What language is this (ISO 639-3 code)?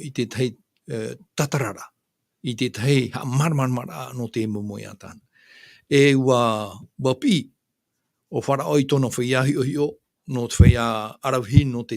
tah